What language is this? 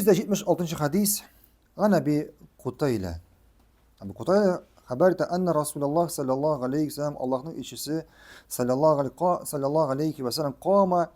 Tatar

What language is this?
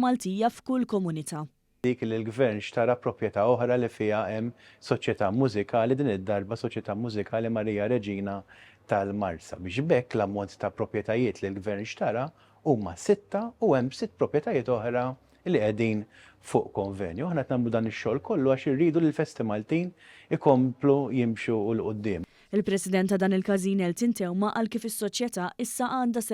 Maltese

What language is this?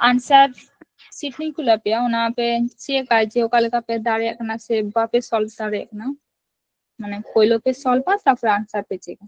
Santali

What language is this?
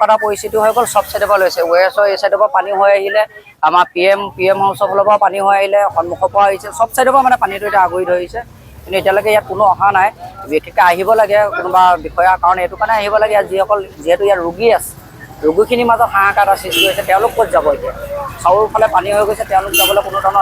Assamese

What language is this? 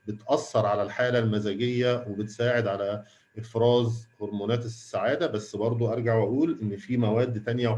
Egyptian Arabic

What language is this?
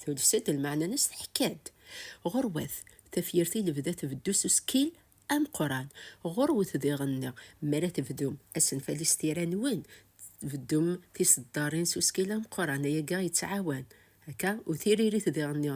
Kabyle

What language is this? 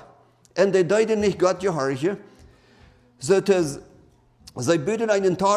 Plautdietsch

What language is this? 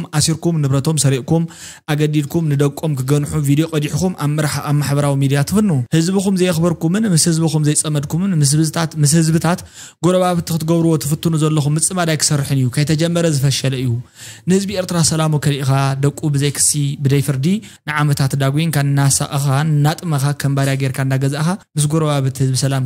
Tigrinya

